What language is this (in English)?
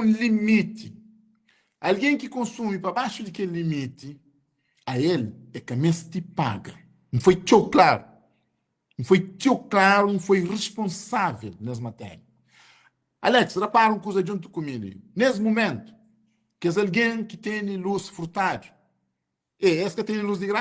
Kabuverdianu